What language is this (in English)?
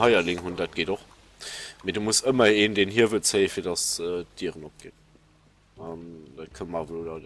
Luxembourgish